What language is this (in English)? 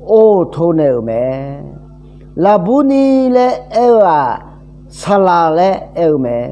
Akha